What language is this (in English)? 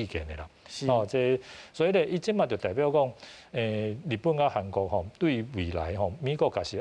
Min Nan Chinese